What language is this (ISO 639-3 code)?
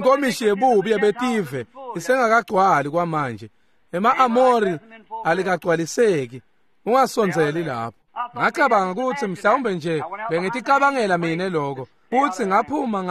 ssw